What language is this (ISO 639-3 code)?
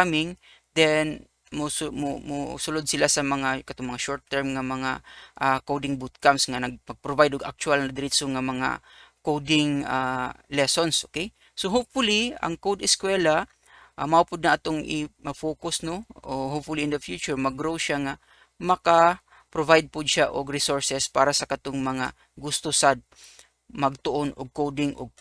ceb